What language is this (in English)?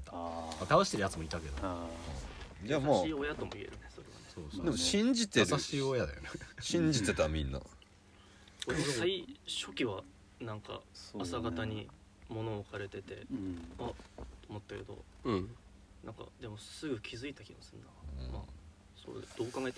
Japanese